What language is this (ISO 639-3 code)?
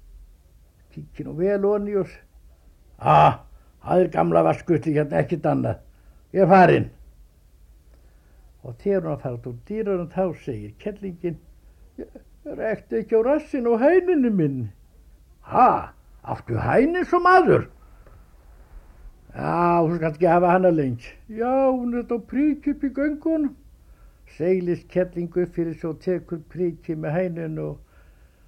isl